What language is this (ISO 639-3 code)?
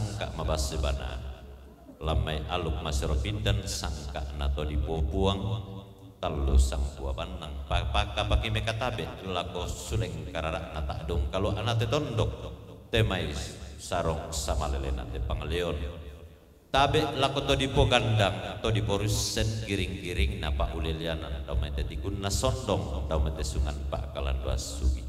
sda